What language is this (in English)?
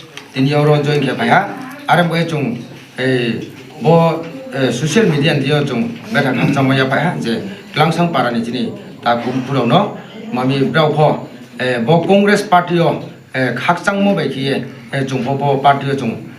Riang (India)